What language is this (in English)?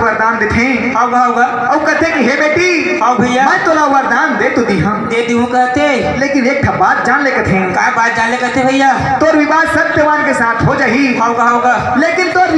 Chhattisgarhi